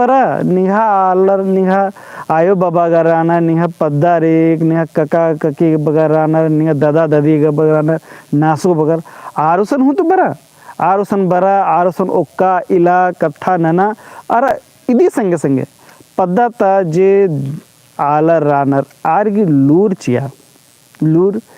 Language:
Kurukh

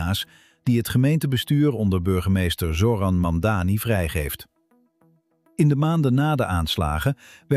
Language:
Dutch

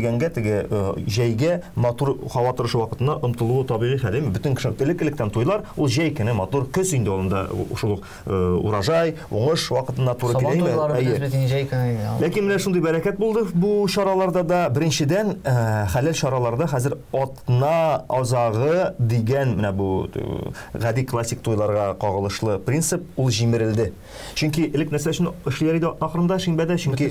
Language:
Tatar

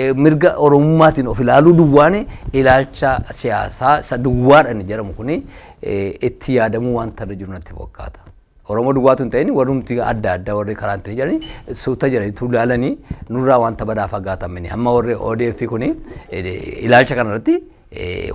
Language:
Oromo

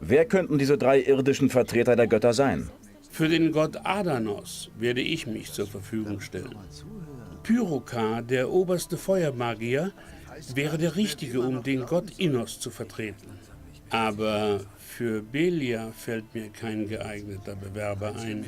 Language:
Bavarian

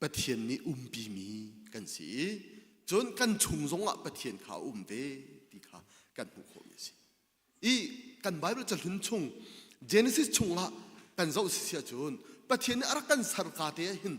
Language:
Hakha Chin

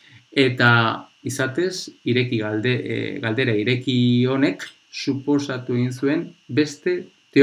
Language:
Basque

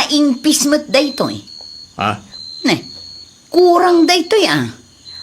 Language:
Iloko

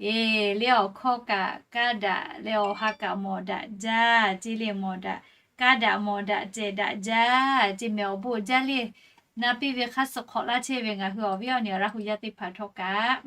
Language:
Lahu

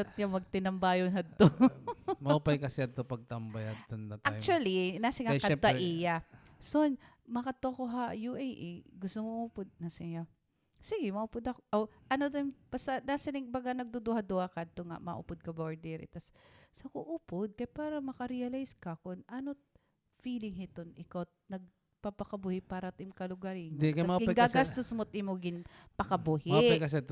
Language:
Waray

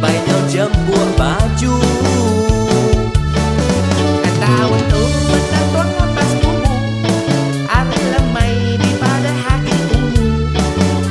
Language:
Iban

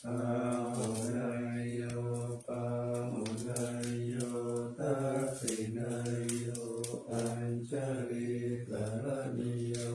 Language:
Pali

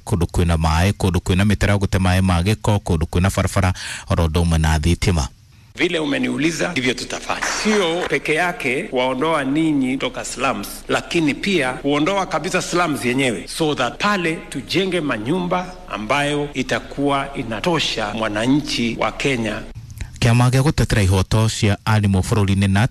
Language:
Kikuyu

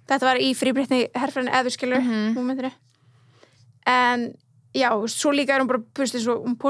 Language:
Icelandic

